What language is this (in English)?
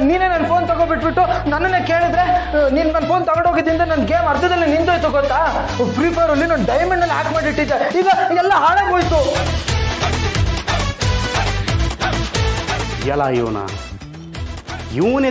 Kannada